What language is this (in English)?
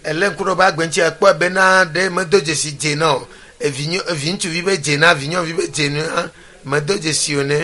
Ewe